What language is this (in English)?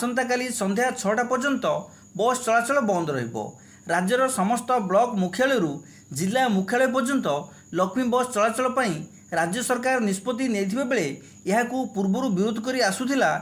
Odia